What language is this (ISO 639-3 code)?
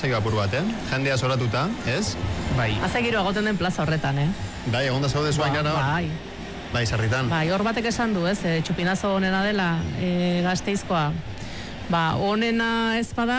eus